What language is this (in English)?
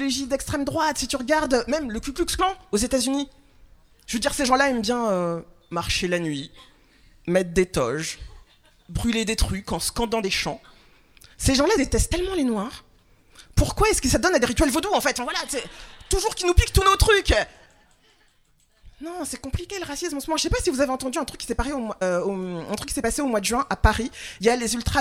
French